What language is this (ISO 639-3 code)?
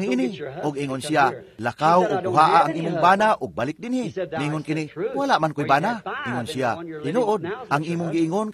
ceb